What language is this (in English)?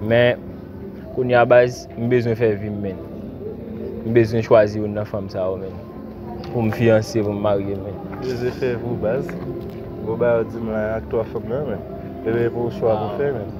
Haitian Creole